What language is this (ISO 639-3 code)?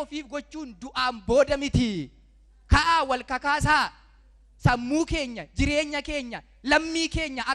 orm